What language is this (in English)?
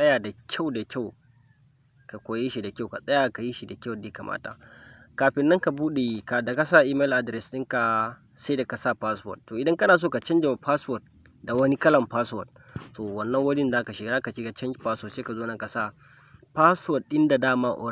Hausa